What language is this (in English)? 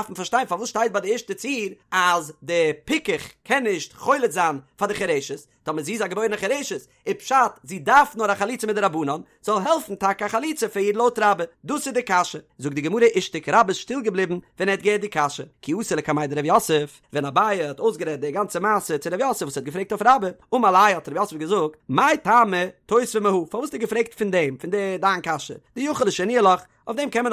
Yiddish